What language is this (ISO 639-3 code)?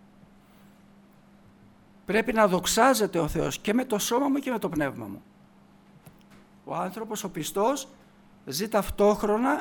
ell